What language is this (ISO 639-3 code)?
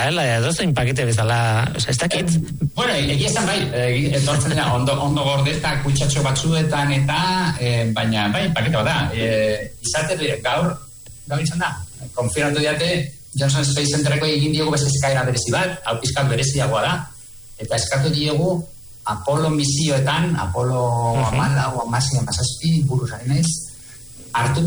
eus